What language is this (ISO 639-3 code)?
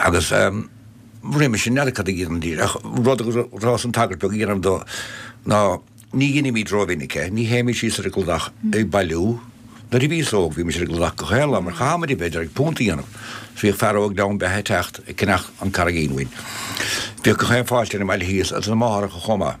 gle